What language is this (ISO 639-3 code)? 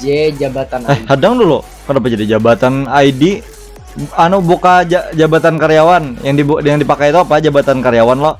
bjn